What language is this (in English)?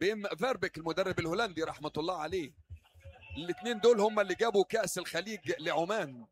Mesopotamian Arabic